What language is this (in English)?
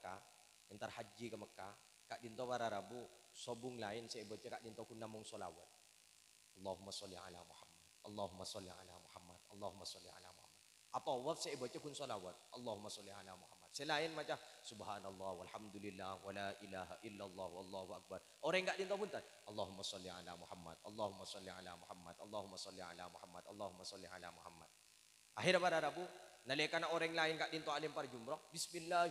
Madurese